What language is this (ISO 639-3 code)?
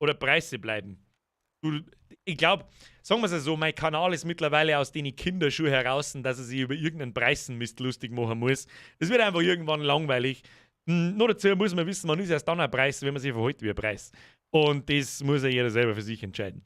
bar